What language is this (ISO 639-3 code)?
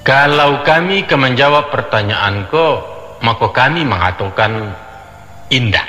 min